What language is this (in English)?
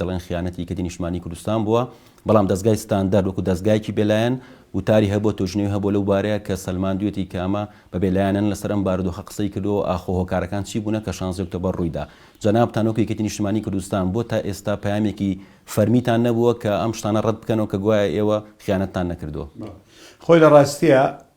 Central Kurdish